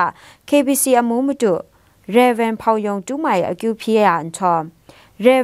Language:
Kachin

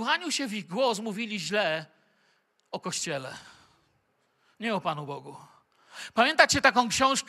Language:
Polish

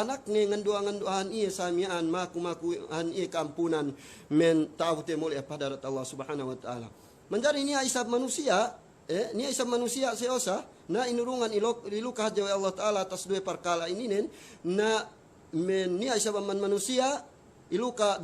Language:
Yakan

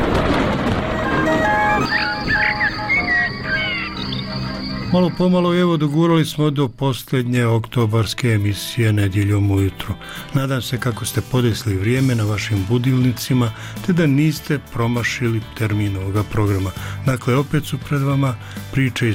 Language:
Bosnian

